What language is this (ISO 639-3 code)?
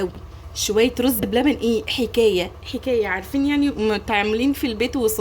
arz